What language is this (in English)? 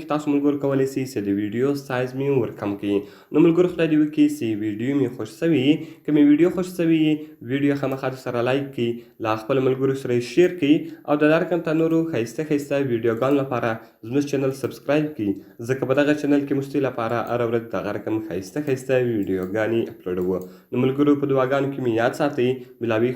Pashto